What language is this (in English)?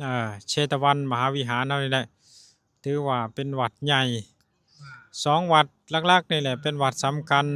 Lao